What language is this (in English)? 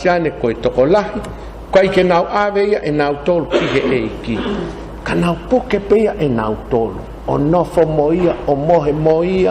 Tongan